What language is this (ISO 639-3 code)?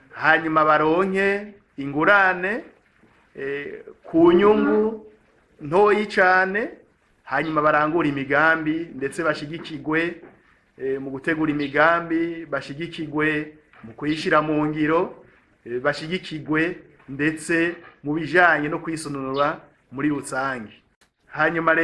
run